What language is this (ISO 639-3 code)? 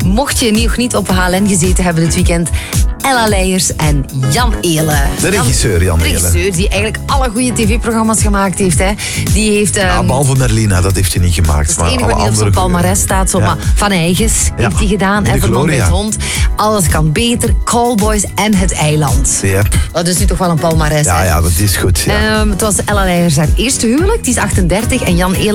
nld